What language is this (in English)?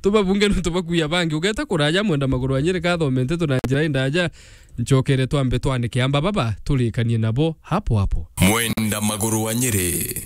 Meru